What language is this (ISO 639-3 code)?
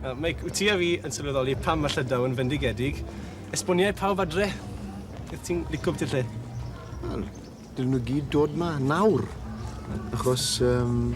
cym